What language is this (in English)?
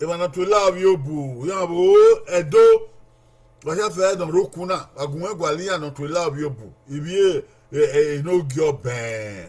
Bini